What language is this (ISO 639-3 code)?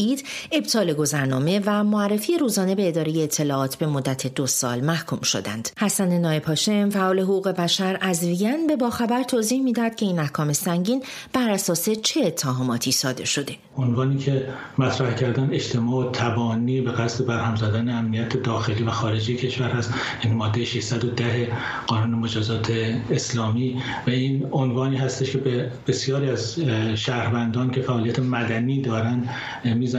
fas